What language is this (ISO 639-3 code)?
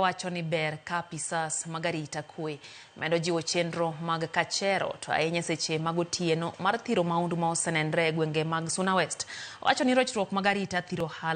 luo